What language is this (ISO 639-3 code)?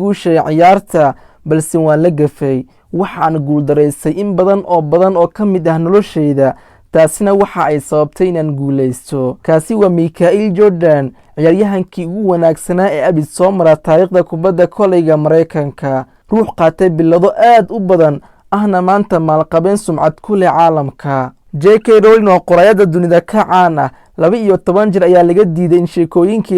som